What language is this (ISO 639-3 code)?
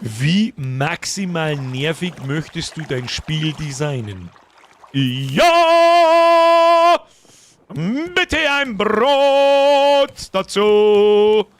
bar